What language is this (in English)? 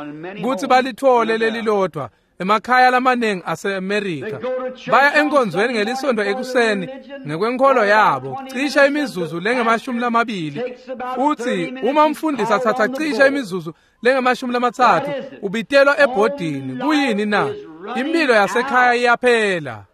Swati